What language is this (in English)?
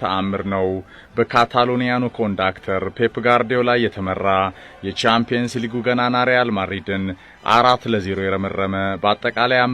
Amharic